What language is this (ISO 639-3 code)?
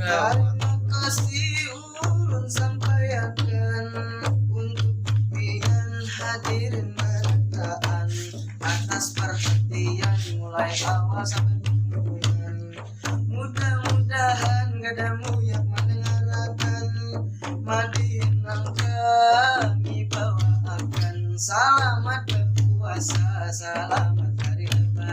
bjn